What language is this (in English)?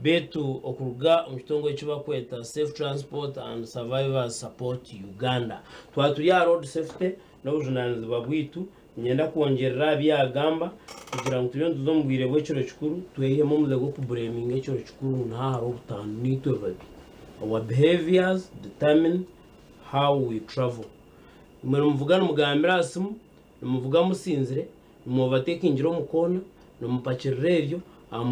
Nyankole